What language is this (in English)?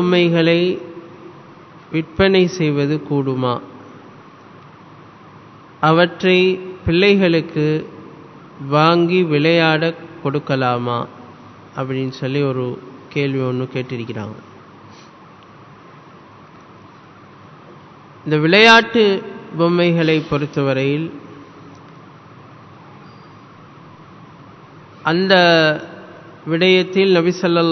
Tamil